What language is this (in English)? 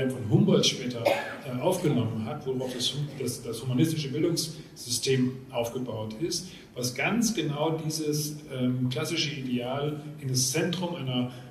German